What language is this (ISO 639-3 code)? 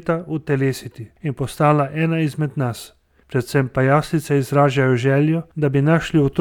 slv